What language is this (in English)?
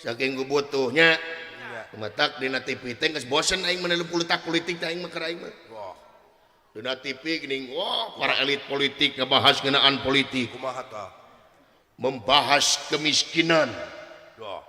Sundanese